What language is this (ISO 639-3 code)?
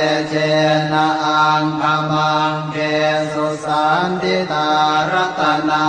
pli